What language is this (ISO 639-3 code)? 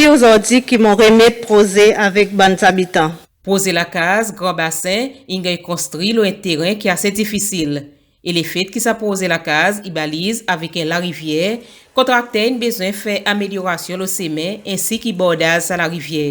crs